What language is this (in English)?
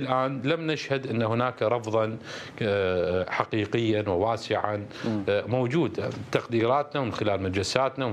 Mesopotamian Arabic